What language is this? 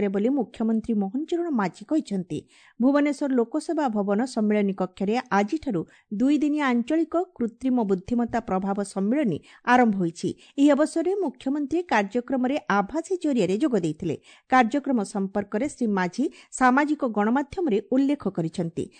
Odia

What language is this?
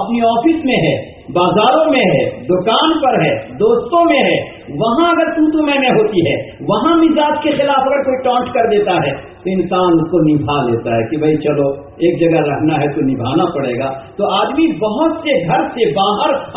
Urdu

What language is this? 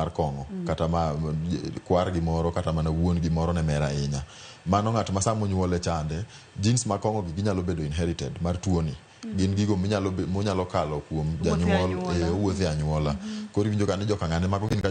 Luo (Kenya and Tanzania)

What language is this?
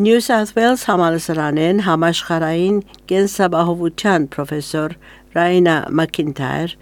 Armenian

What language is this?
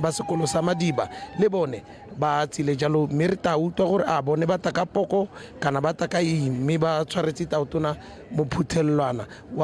Tswana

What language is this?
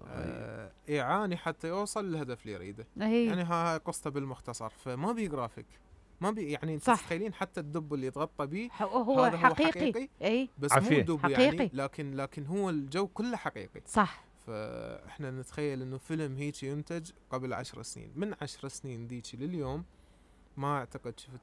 Mesopotamian Arabic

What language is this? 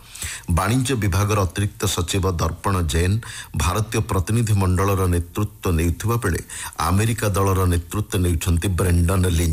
Odia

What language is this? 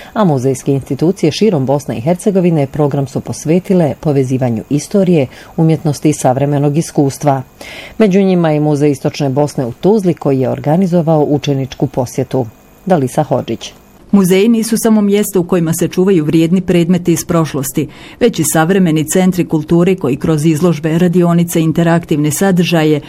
Bosnian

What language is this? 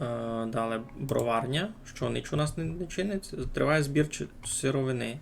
Rusyn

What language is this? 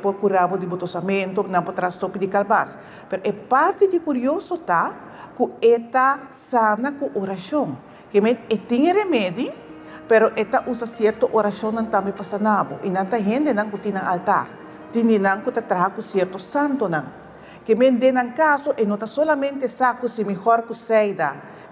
Papiamento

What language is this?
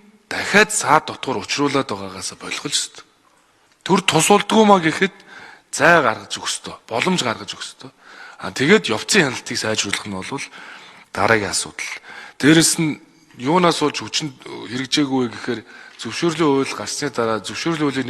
Mongolian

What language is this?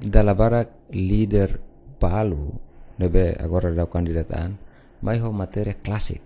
Tetum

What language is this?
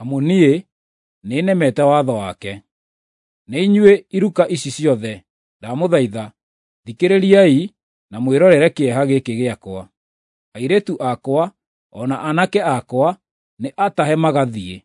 Kikuyu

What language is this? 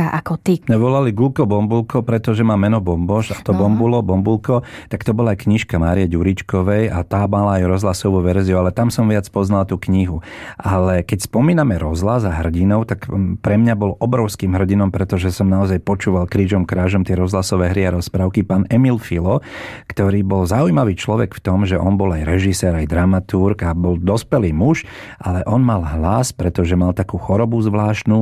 Slovak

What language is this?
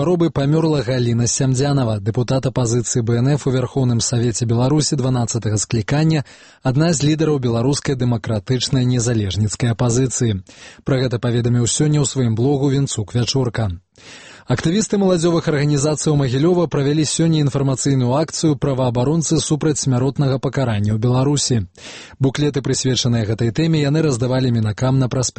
Belarusian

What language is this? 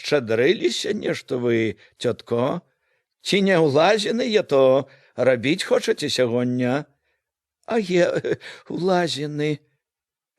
Belarusian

